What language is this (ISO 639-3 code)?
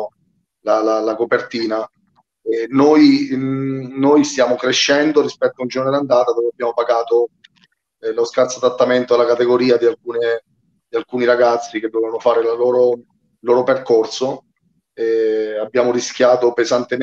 ita